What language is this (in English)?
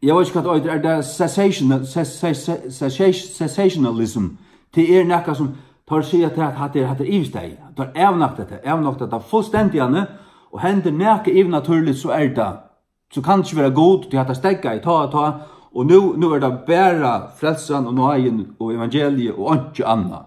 Faroese